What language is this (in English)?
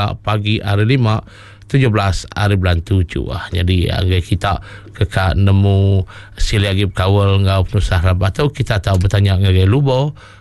Iban